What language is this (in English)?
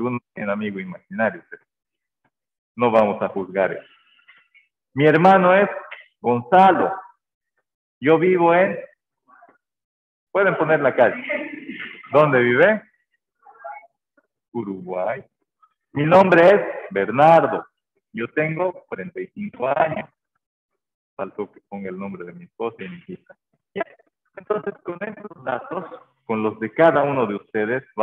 Spanish